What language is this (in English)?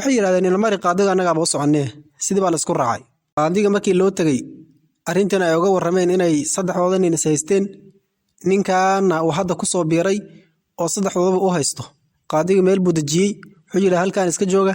Somali